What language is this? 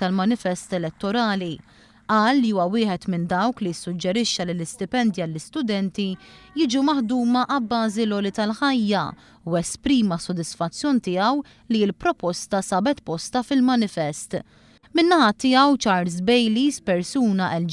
Maltese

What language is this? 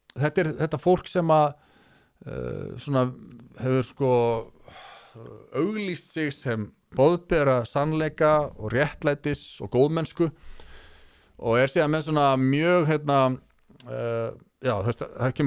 Icelandic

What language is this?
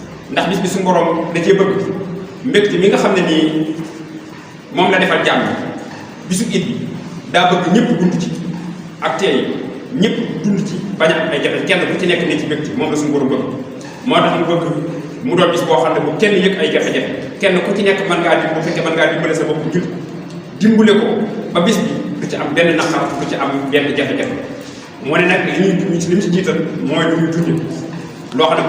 Wolof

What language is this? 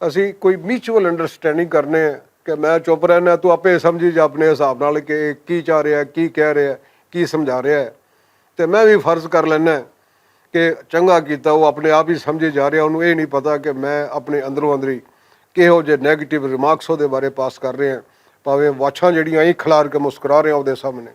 Western Panjabi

